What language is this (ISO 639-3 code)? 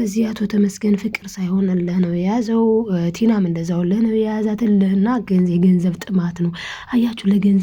amh